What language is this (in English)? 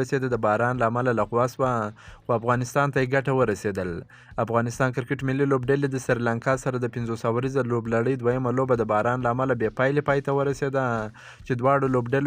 Pashto